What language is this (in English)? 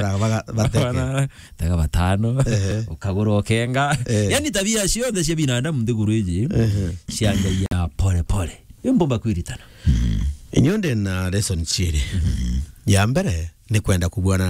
Meru